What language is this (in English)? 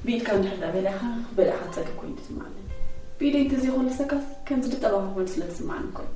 Tigrinya